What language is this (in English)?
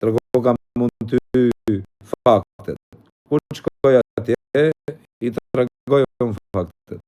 Albanian